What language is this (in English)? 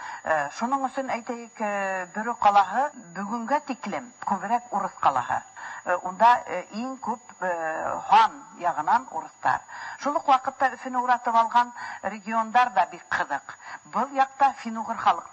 Tatar